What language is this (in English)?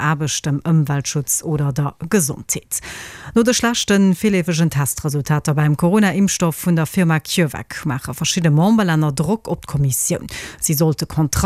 Luxembourgish